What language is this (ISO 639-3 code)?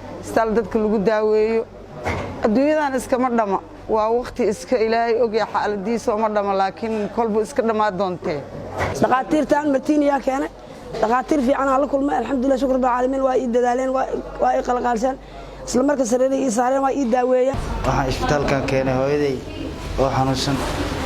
som